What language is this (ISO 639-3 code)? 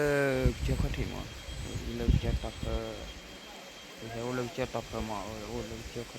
ksw